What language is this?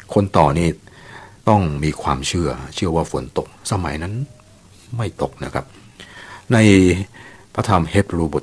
Thai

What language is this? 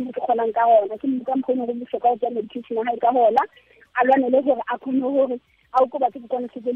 Tswana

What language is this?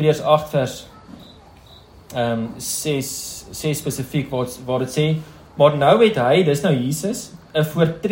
Afrikaans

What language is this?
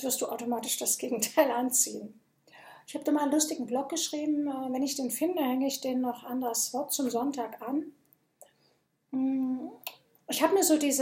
German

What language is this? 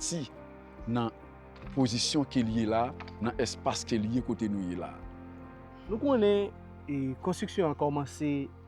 Haitian Creole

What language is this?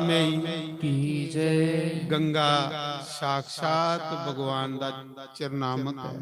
Dogri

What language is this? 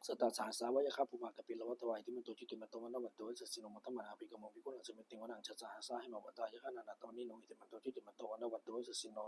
Pali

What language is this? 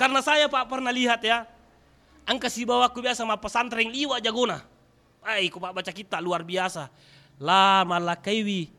Buginese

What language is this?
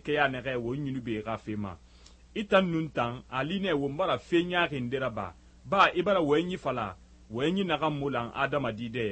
Susu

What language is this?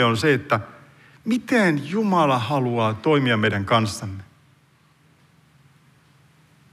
Finnish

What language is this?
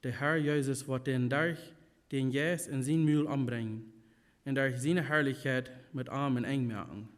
Plautdietsch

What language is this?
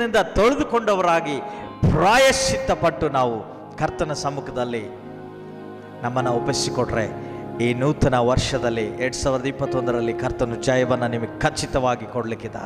Kannada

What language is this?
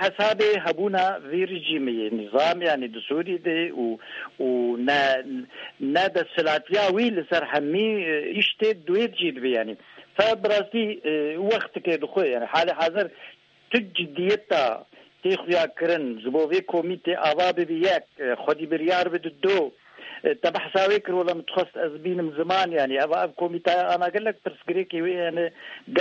Kurdish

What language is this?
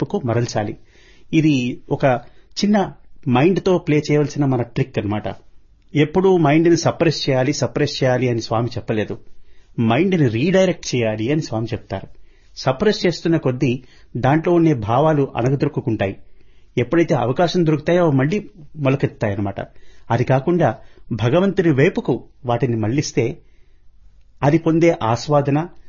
Telugu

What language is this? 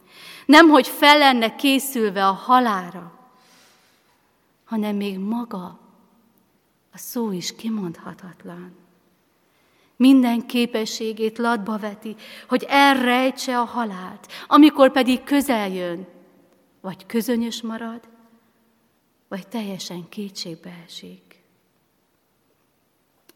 Hungarian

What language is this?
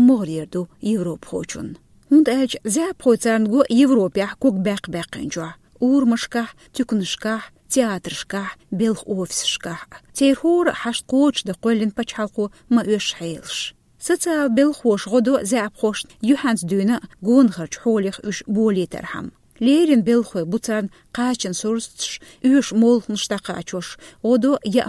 Chechen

